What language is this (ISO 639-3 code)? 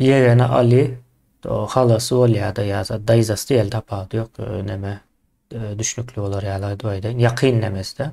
tuk